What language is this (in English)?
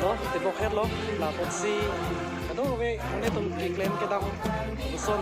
Karbi